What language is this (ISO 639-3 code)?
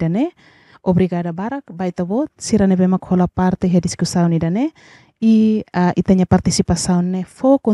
tet